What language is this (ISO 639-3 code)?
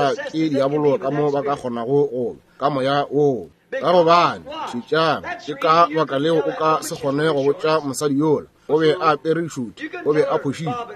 nso